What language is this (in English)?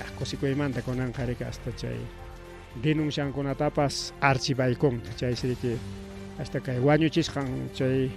Ayacucho Quechua